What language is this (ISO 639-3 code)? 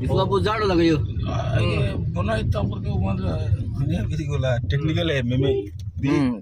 mjw